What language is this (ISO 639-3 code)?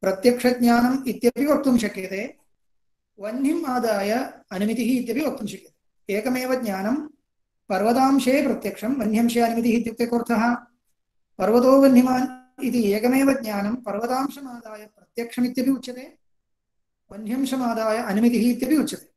san